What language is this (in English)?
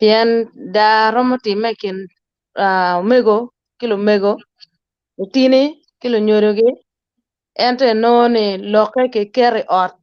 Acoli